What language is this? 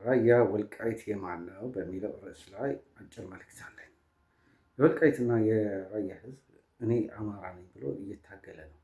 Amharic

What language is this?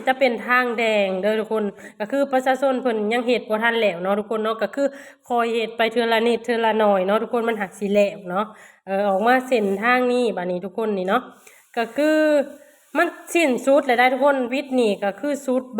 Lao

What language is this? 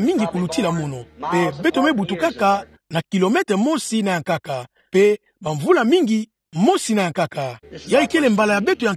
Kituba (Democratic Republic of Congo)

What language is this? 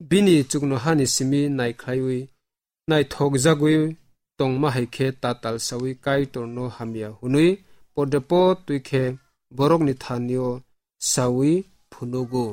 Kok Borok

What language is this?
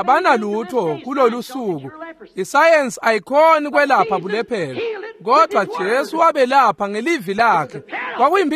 Swati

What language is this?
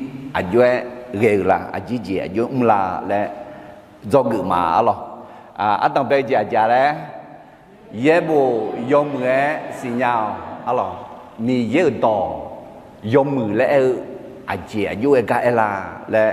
Akha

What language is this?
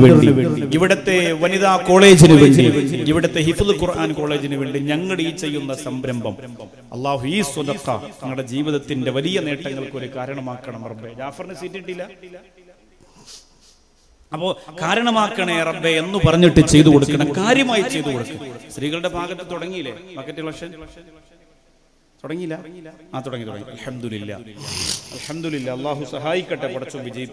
Malayalam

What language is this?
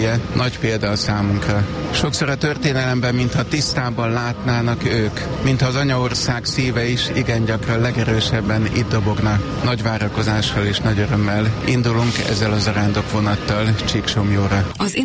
Hungarian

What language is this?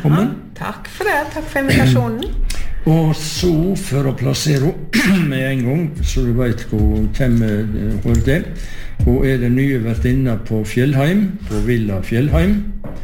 Norwegian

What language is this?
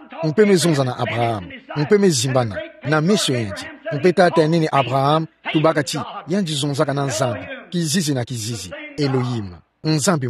Kituba (Democratic Republic of Congo)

